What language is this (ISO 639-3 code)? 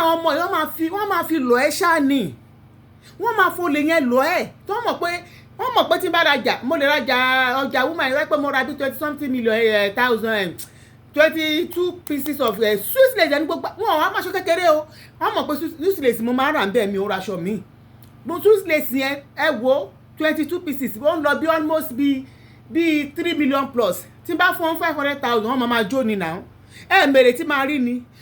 yor